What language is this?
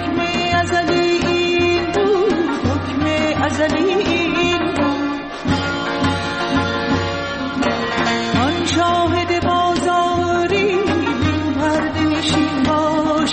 Persian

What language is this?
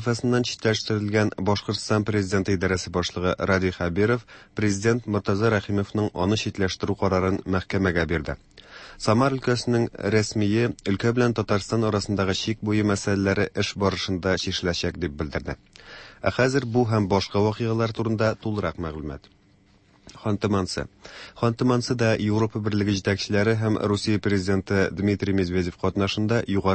Tatar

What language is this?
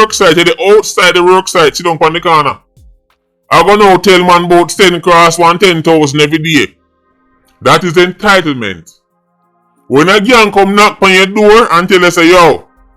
Jamaican Creole English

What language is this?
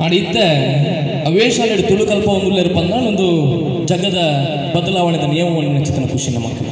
Tulu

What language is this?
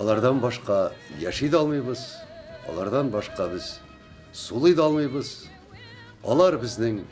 Tatar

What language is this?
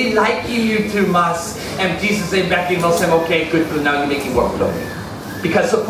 Tok Pisin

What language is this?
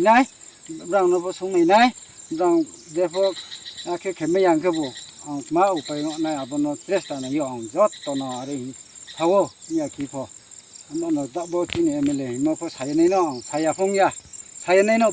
Riang (India)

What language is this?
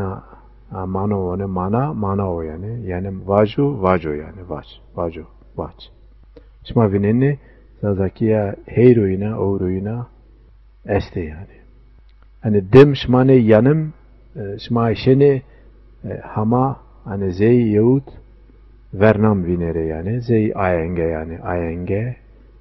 Zaza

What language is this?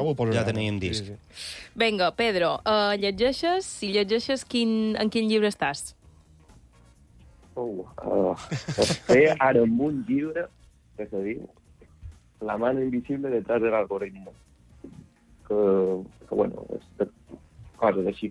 Catalan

